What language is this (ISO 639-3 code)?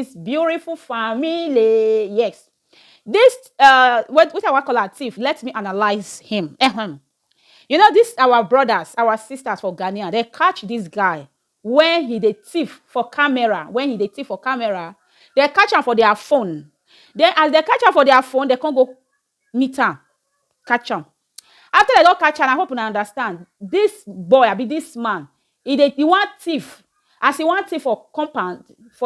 pcm